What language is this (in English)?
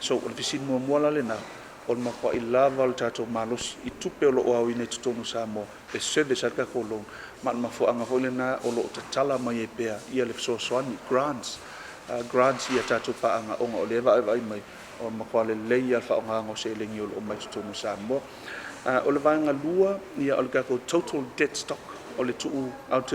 Samoan